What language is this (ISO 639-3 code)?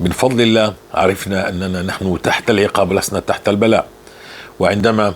apc